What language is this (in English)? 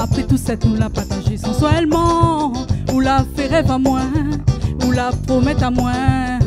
Réunion Creole French